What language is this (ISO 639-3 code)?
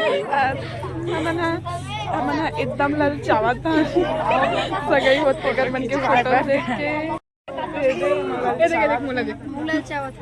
hne